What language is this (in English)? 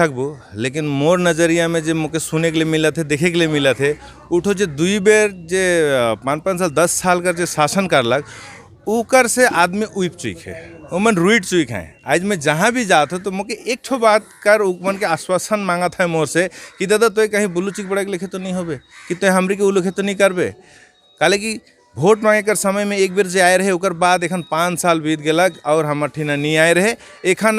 Sadri